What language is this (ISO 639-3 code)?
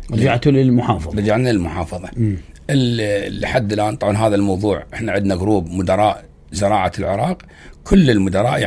acm